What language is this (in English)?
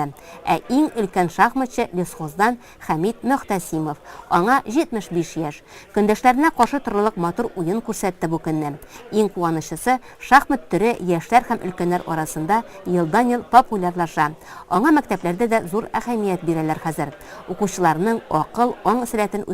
Tatar